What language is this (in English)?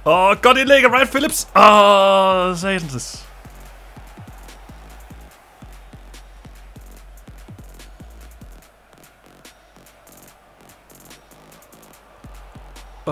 Danish